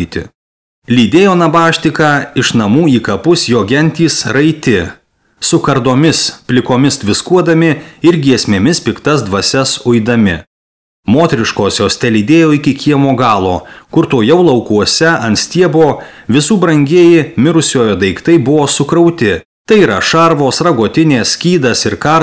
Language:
Lithuanian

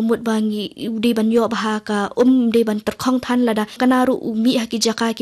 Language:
Khasi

